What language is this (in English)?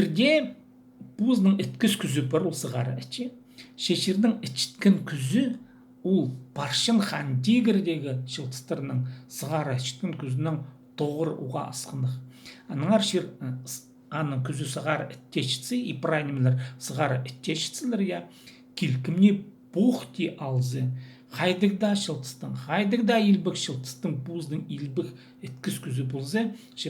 Khakas